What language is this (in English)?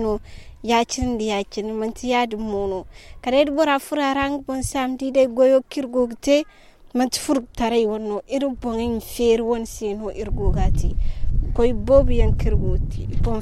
Zarma